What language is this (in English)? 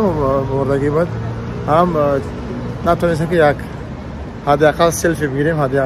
Tajik